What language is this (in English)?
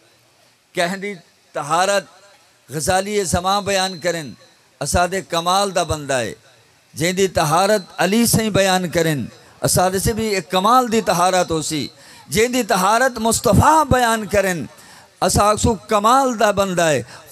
Saraiki